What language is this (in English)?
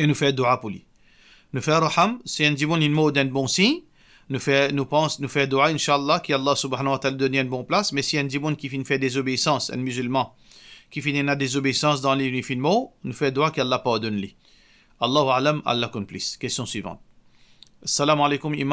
Morisyen